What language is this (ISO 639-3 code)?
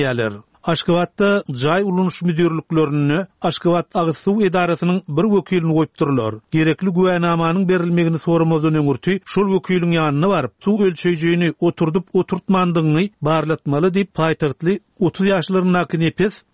tuk